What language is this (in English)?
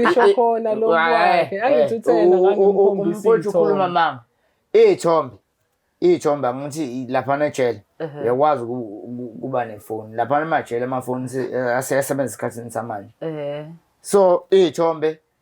Zulu